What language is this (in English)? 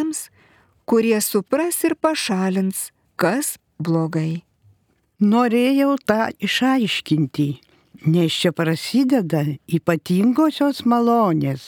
Lithuanian